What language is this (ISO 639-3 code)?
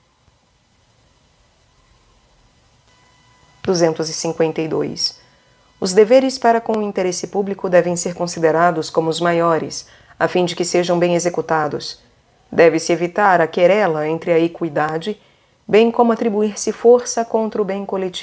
por